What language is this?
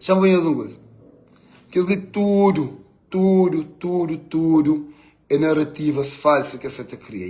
Kabuverdianu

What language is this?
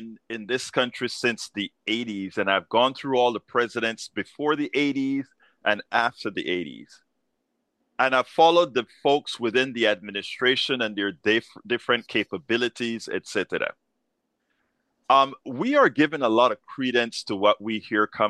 English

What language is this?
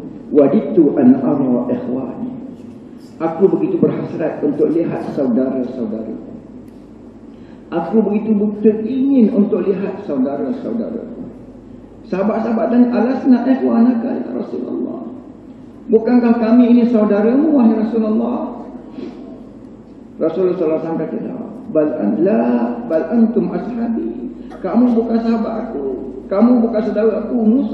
Malay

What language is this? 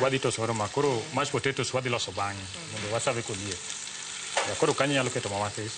Luo (Kenya and Tanzania)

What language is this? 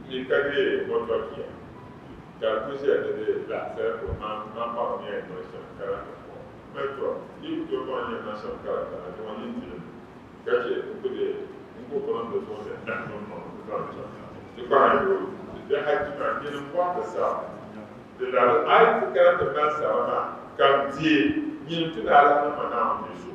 Dagbani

